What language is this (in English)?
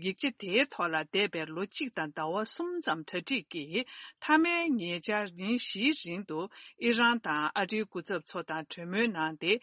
Tibetan